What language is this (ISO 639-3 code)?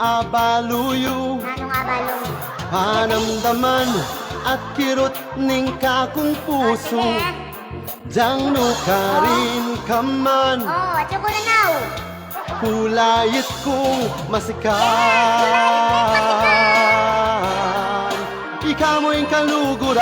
pam